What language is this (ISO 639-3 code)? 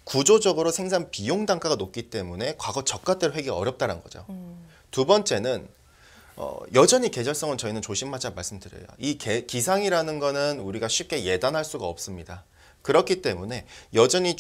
kor